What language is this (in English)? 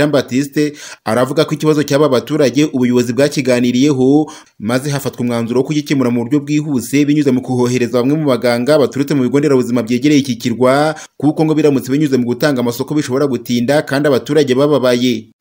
Kinyarwanda